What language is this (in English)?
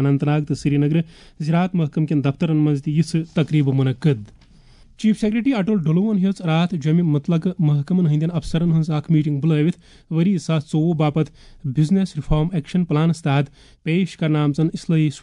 Kashmiri